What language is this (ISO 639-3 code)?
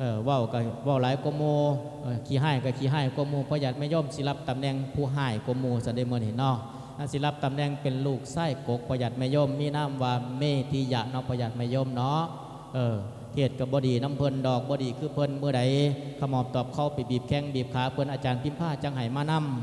lao